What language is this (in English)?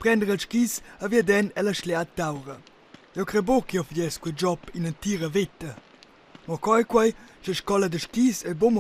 Romansh